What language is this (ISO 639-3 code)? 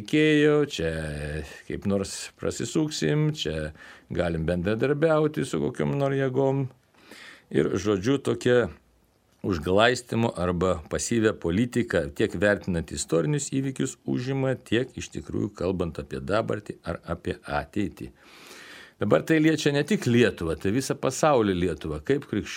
lit